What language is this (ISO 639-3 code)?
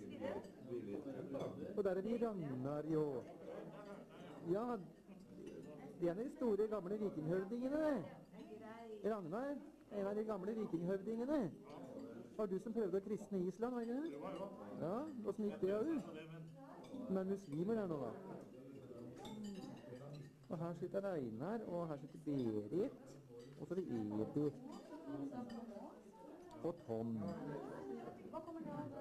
nor